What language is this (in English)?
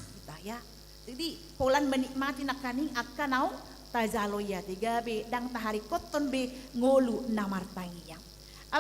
Batak Toba